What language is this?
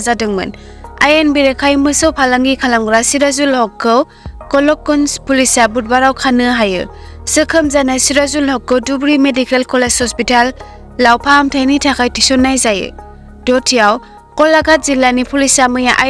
Bodo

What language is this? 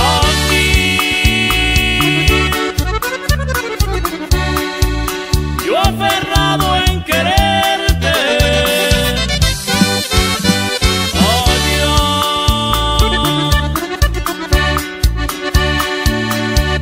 Spanish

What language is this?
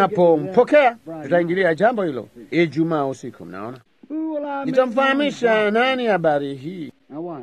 Swahili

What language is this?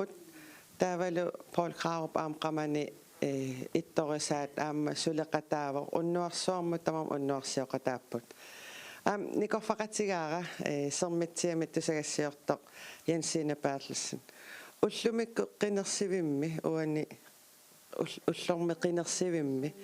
Kalaallisut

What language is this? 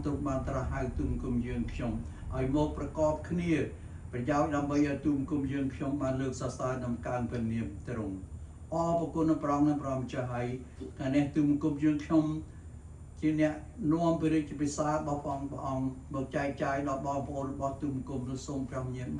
Khmer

